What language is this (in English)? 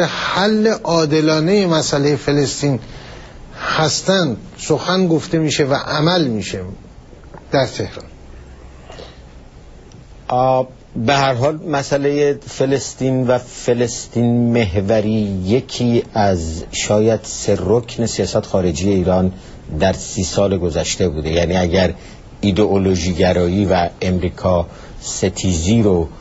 Persian